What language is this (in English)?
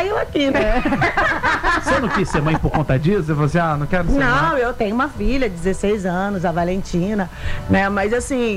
Portuguese